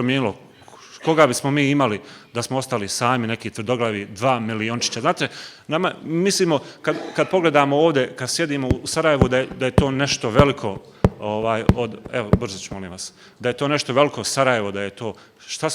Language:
Bosnian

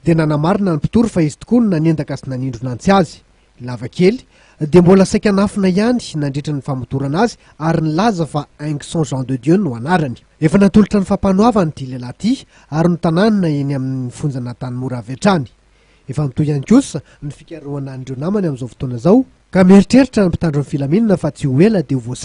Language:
Malagasy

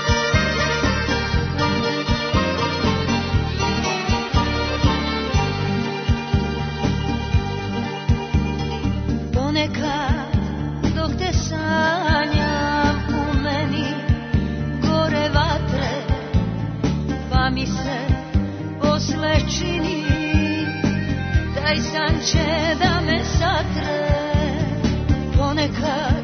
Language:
Serbian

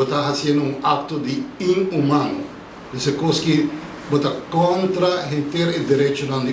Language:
Papiamento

